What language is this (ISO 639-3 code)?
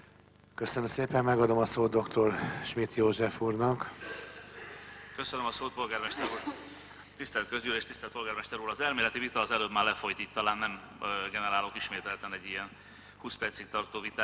hun